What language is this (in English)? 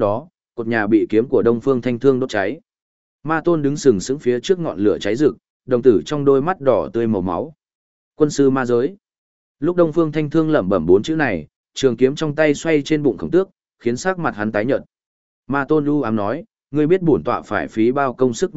Vietnamese